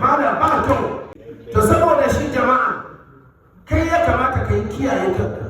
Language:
Hausa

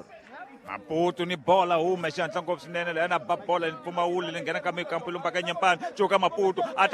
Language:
Tsonga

